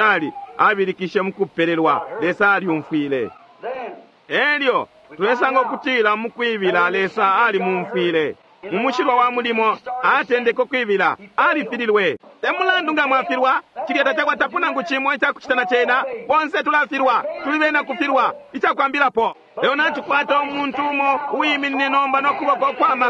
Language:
Bemba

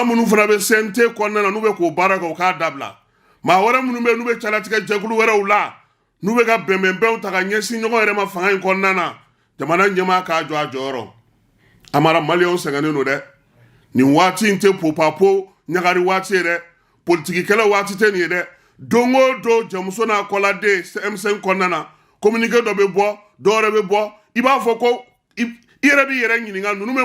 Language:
Bambara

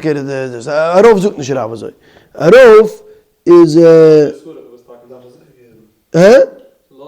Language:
Yiddish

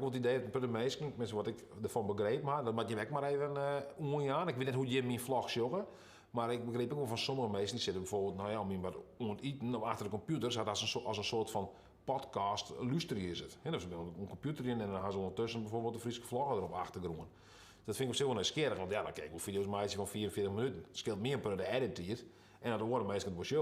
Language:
Western Frisian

